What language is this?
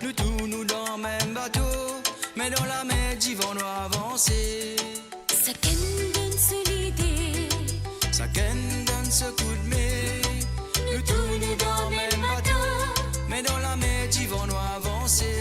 Morisyen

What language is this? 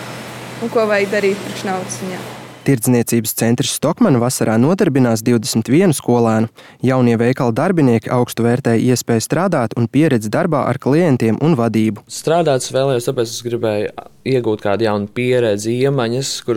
Latvian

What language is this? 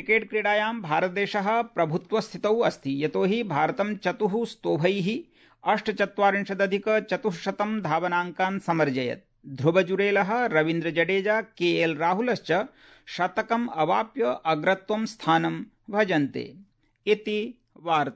Sanskrit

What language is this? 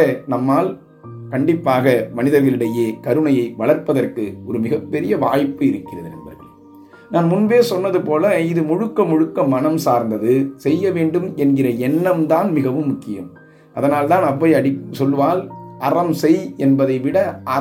Tamil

